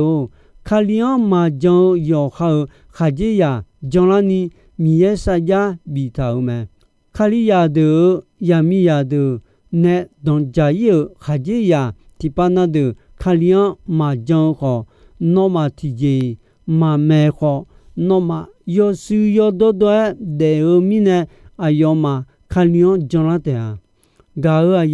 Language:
Akha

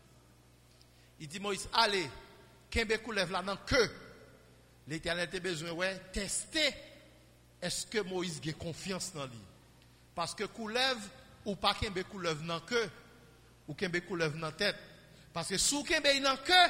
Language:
Haitian Creole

